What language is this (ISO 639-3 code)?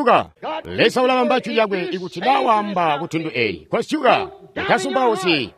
toi